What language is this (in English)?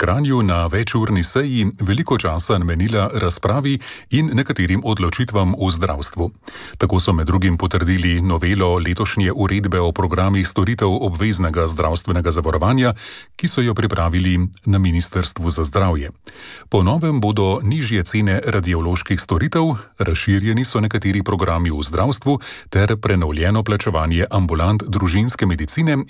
Slovenian